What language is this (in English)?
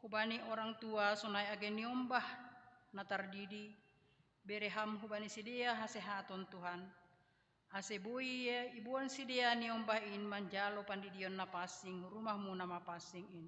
Batak Simalungun